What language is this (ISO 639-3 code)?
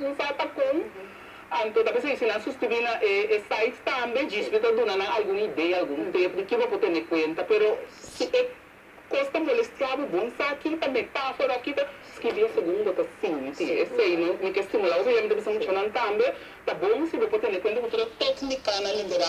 pap